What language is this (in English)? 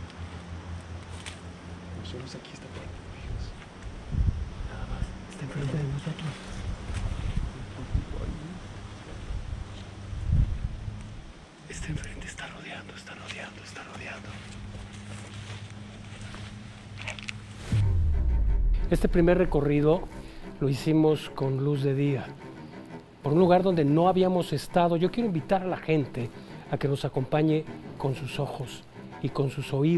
Spanish